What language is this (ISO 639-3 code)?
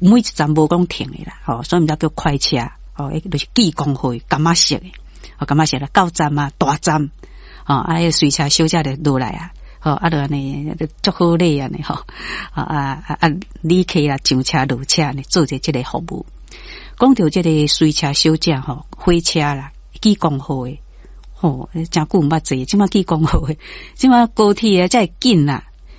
nan